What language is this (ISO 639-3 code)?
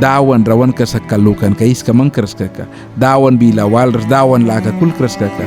miq